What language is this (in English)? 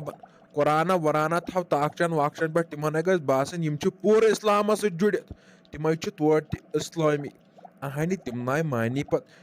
Kashmiri